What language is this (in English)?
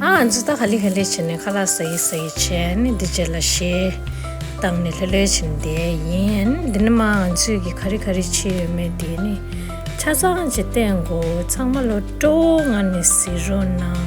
Tibetan